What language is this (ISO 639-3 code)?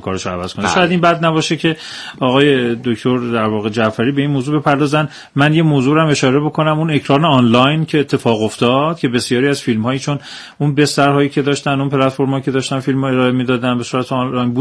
fas